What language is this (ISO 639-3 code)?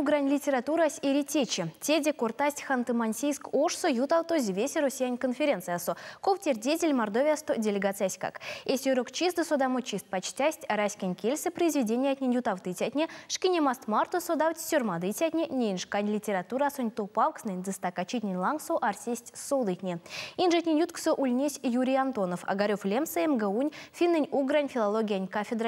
myv